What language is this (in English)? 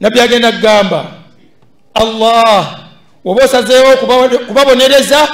Ganda